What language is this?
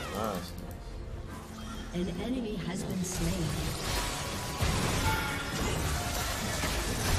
Chinese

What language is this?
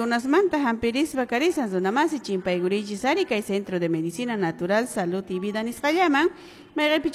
Quechua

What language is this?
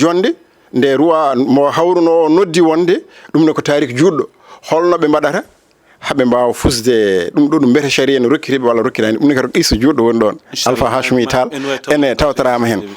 Fula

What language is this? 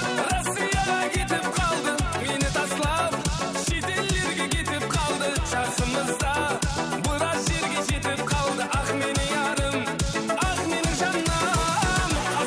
Kara-Kalpak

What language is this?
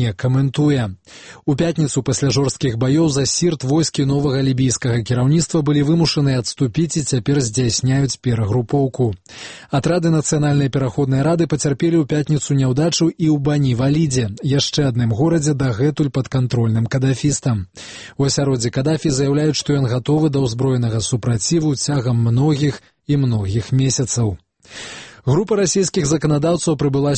Belarusian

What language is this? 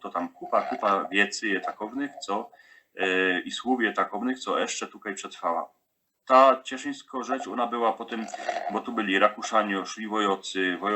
Silesian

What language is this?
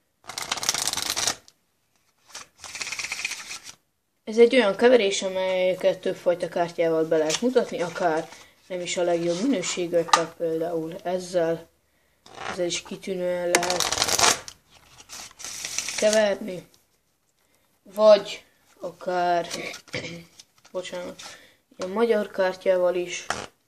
Hungarian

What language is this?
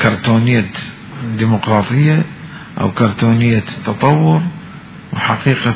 Mesopotamian Arabic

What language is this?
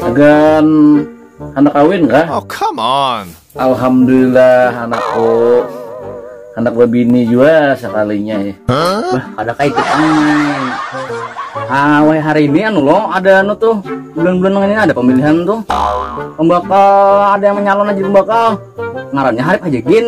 Banjar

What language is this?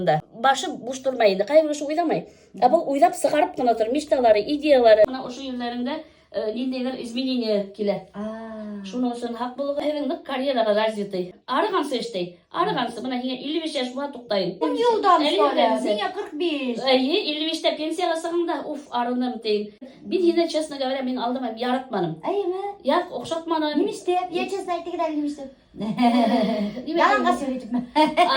Bashkir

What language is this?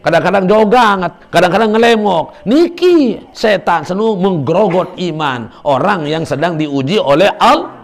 Sasak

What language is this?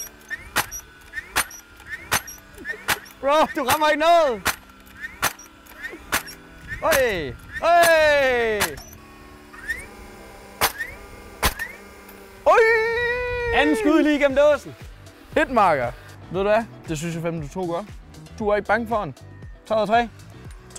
Danish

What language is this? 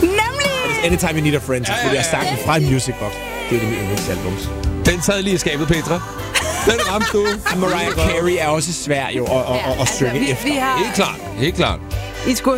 Danish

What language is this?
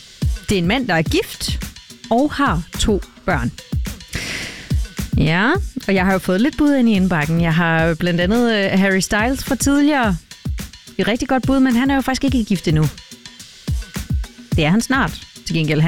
Danish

